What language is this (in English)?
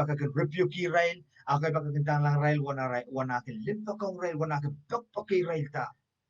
Pohnpeian